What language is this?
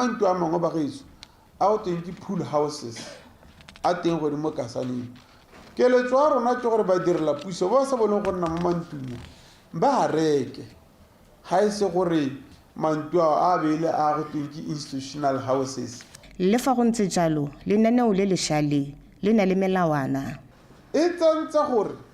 Tswana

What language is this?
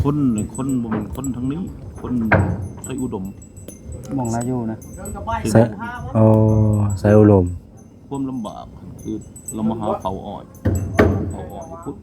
Lao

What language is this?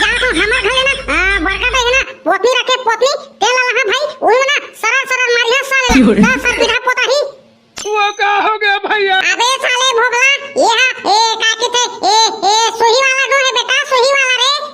Chhattisgarhi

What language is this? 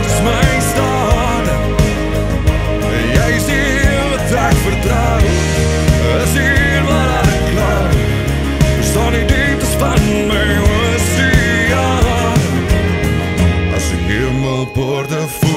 Afrikaans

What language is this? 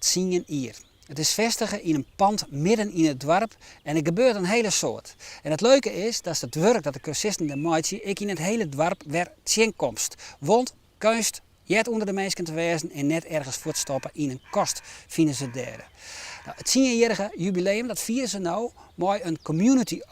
Western Frisian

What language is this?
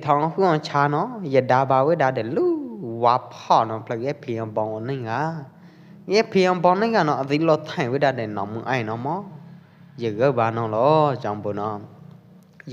Pwo Eastern Karen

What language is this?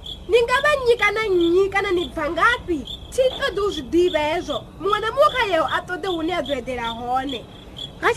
Venda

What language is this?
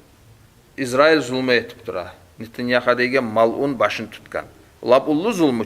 Kumyk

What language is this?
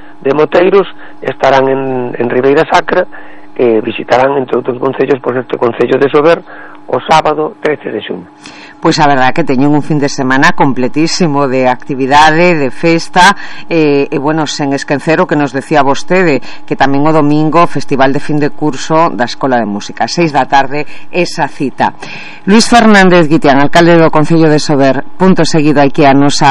Galician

